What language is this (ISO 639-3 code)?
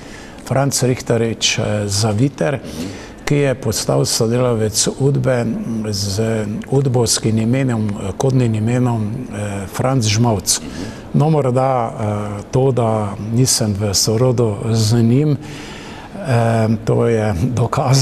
slv